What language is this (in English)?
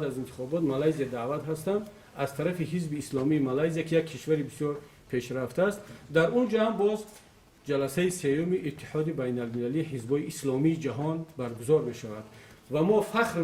Tajik